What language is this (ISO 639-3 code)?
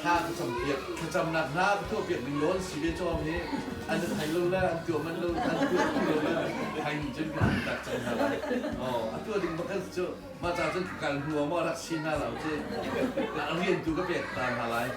cnh